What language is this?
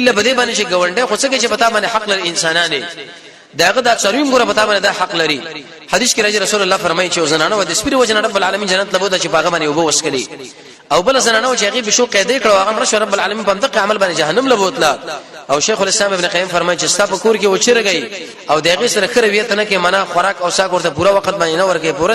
Pashto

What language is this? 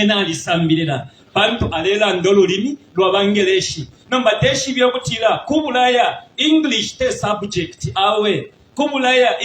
Bemba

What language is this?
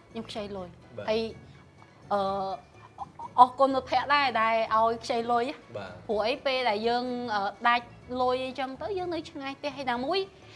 Khmer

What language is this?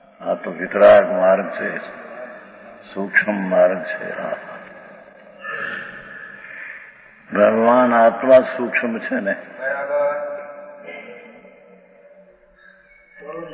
Gujarati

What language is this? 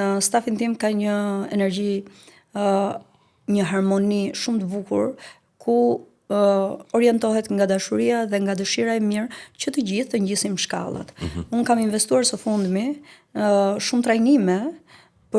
Albanian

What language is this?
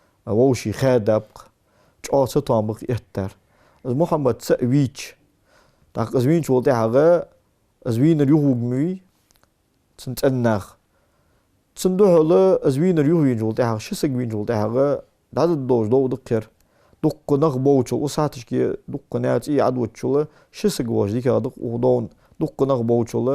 Ingush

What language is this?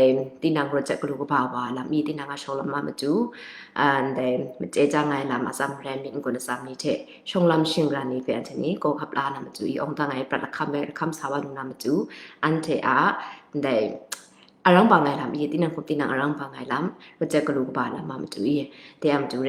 Kachin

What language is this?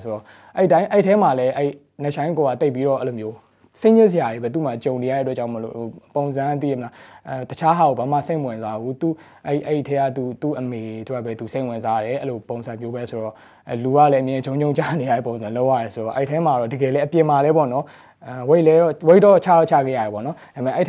Burmese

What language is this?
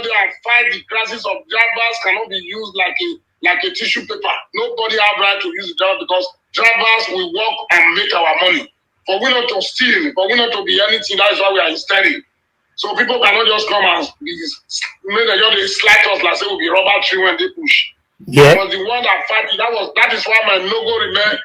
Nigerian Pidgin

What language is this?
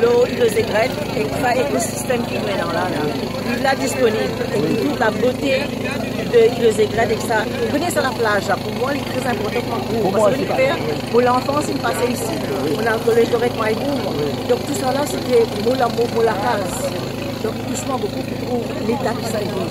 Morisyen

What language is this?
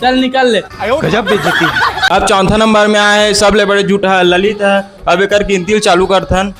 Chhattisgarhi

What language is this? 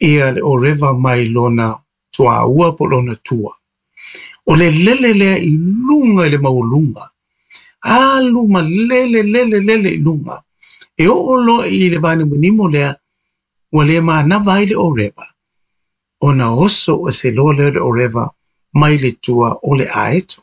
Samoan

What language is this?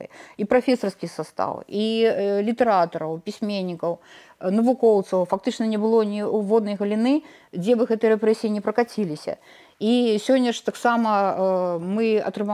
Belarusian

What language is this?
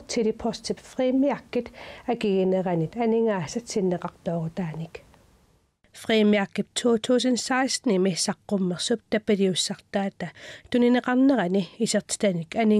Kalaallisut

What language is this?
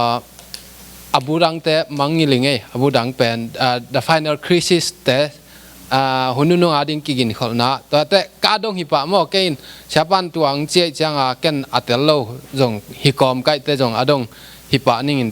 Tedim Chin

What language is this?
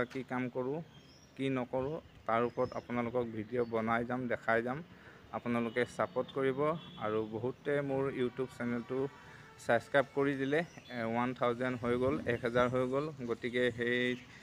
Assamese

